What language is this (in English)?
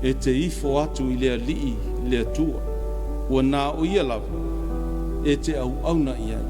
Samoan